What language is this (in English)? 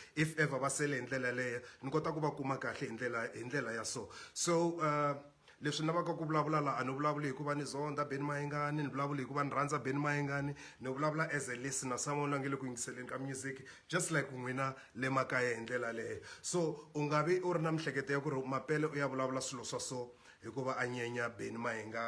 Tsonga